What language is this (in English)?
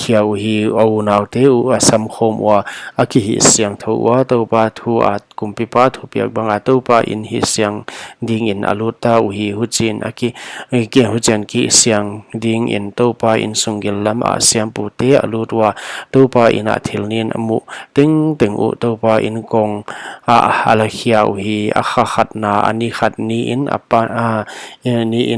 Paite Chin